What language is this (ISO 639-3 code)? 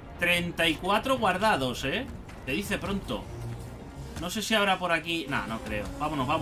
spa